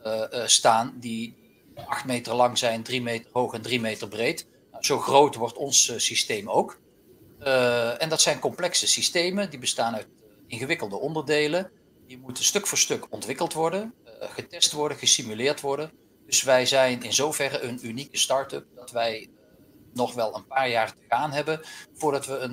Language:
Dutch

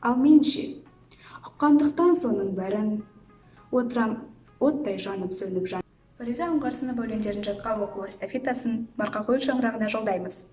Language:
Kazakh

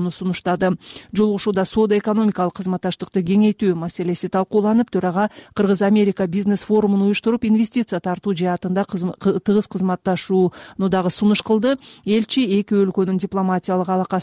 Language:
Kyrgyz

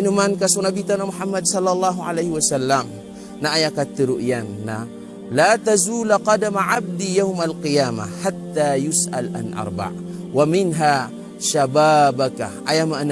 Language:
Maranao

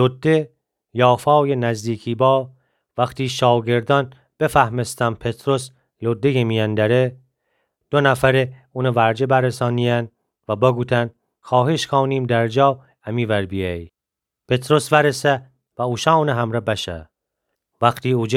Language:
Gilaki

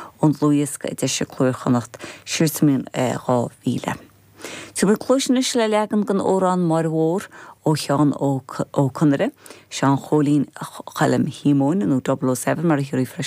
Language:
Irish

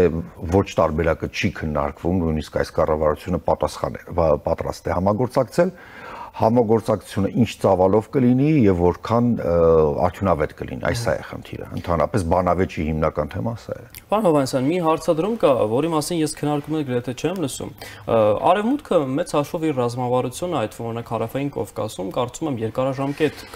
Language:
Armenian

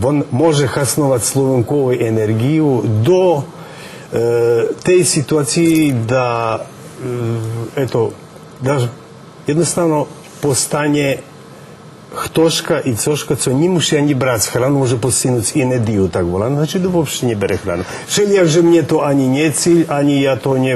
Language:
Rusyn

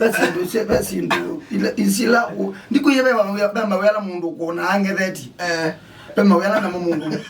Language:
Kamba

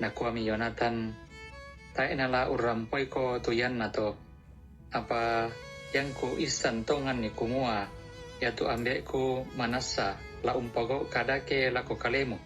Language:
Toraja-Sa'dan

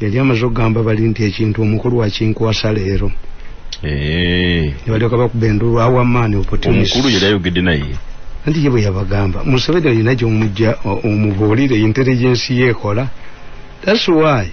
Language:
Ganda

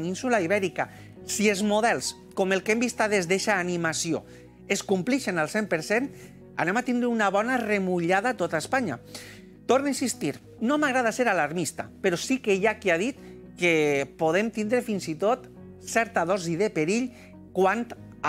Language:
Catalan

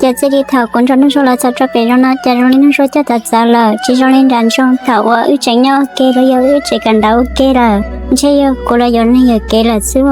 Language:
Hmong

